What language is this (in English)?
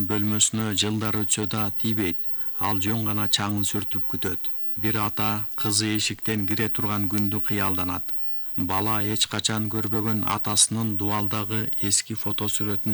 Kyrgyz